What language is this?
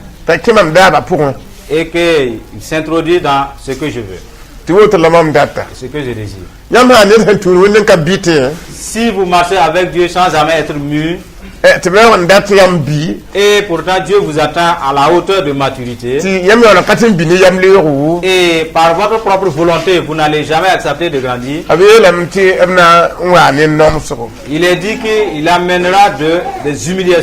Mossi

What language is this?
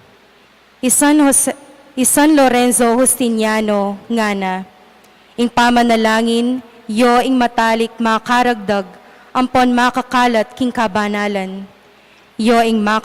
Pampanga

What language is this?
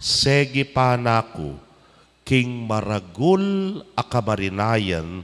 Pampanga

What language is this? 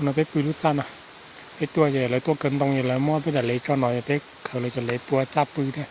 Hmong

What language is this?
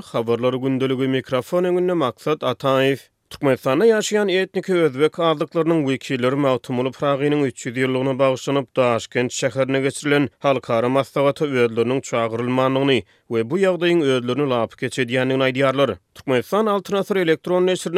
Turkmen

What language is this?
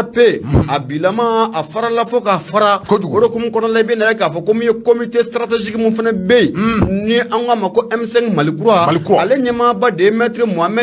Bambara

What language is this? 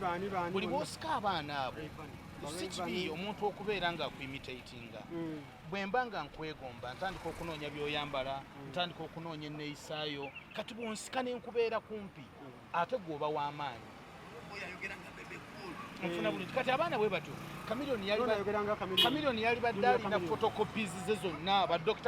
Ganda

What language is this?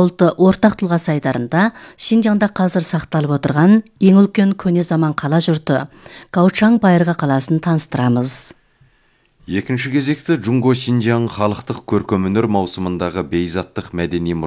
Kazakh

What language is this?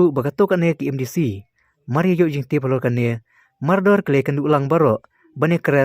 Khasi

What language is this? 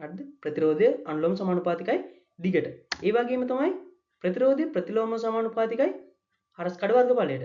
Sinhala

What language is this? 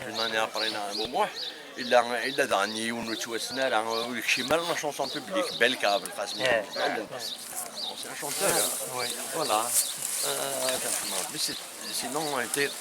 Kabyle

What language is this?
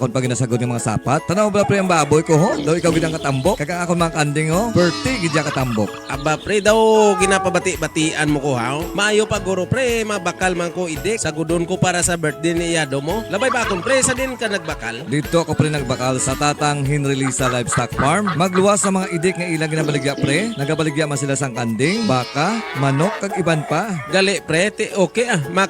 Hiligaynon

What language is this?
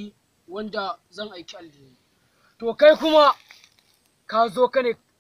Hausa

